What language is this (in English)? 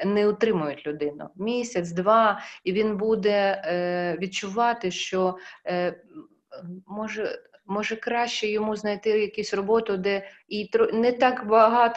Ukrainian